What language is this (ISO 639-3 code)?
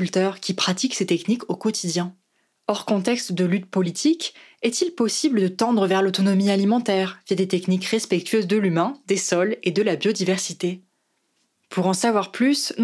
fra